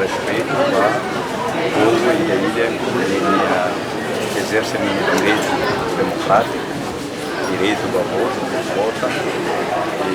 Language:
Tetum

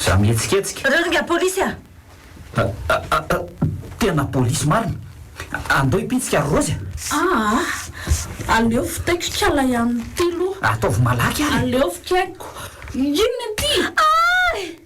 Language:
Malagasy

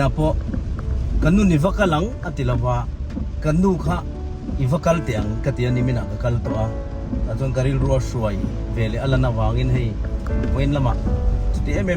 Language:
Mizo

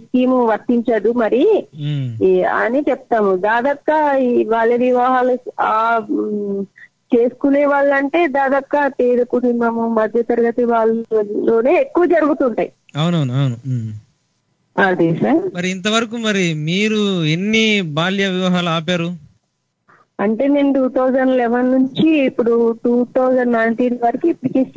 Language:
Telugu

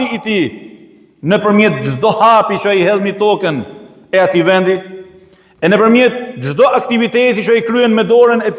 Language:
Albanian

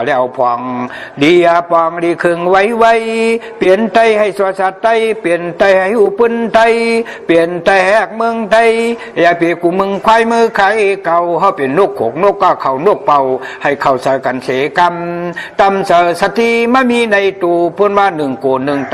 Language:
Shan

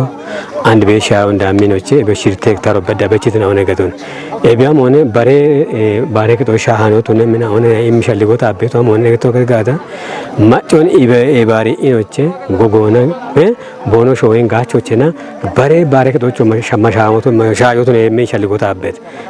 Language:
Kafa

